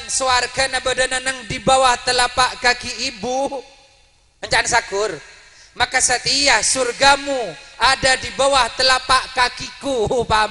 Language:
Madurese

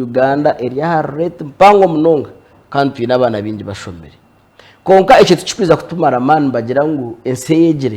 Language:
Nyankole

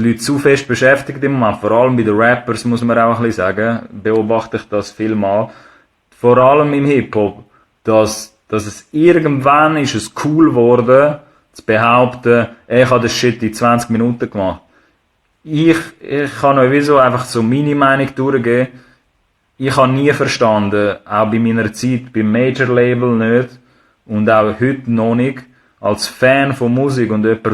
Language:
Swiss German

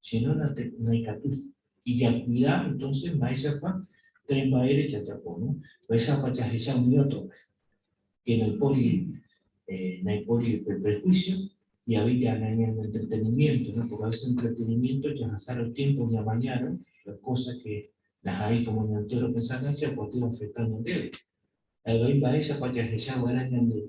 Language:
Guarani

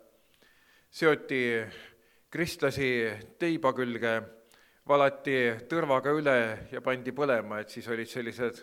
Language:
Estonian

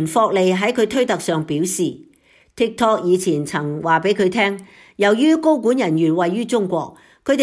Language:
Cantonese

